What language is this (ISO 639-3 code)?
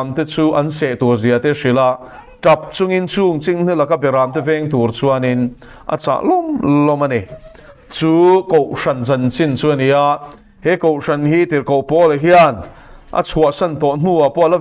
lus